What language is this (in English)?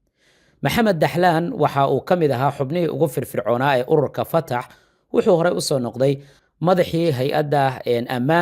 Somali